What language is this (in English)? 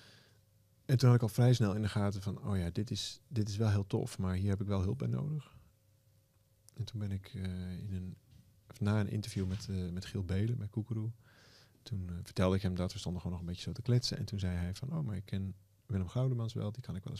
Dutch